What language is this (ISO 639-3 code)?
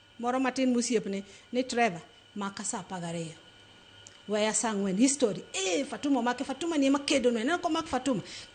luo